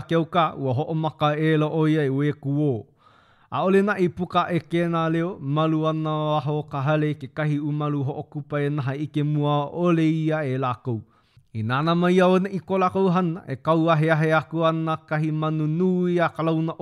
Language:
Hawaiian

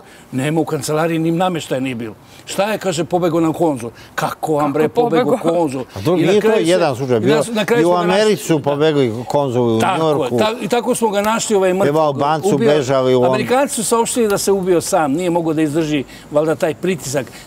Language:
Serbian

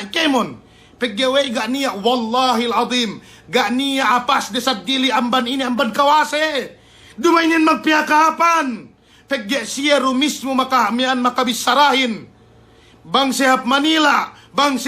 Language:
Yakan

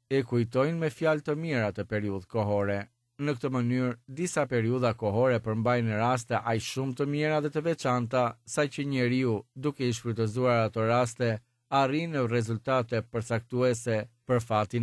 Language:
Albanian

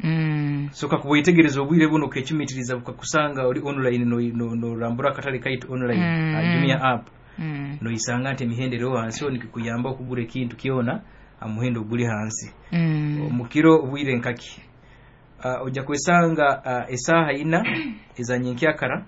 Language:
Nyoro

